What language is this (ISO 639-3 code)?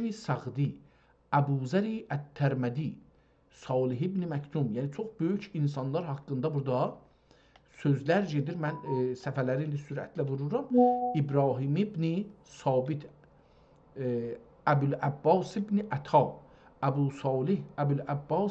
azb